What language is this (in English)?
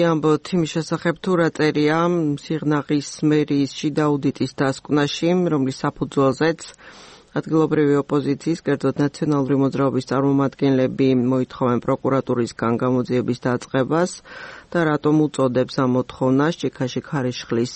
Georgian